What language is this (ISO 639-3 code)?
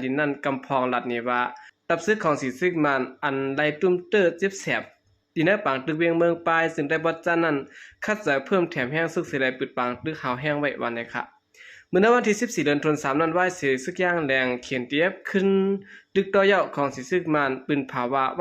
shn